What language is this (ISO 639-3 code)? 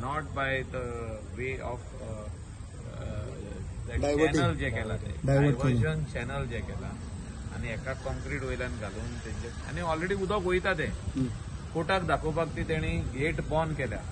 kok